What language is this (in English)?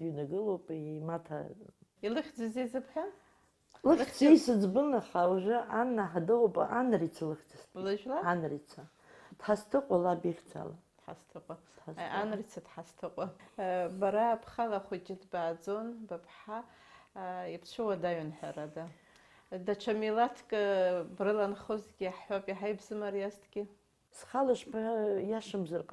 Abkhazian